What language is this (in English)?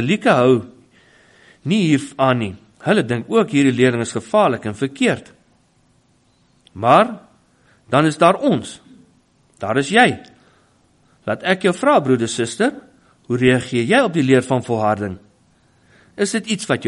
Afrikaans